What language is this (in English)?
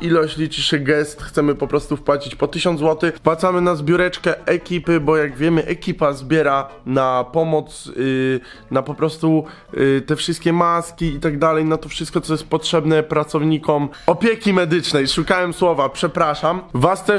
Polish